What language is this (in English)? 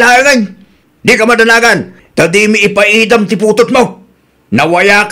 Iloko